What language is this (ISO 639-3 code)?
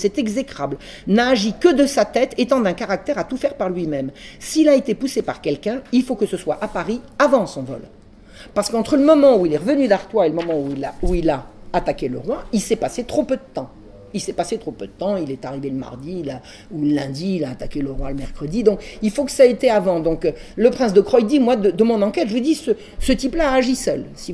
fra